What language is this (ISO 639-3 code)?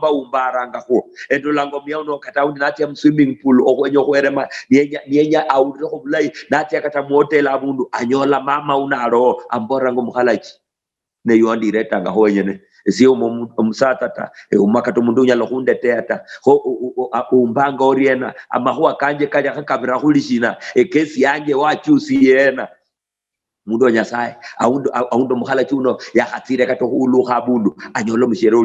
luy